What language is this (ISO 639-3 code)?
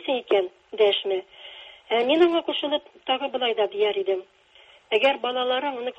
tat